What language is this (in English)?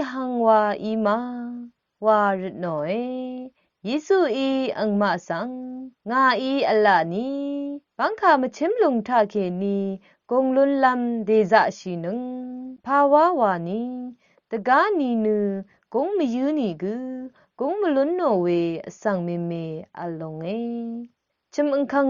Rawang